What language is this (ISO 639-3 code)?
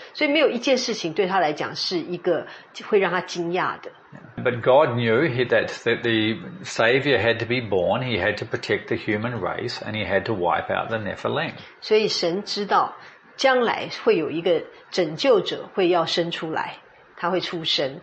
zho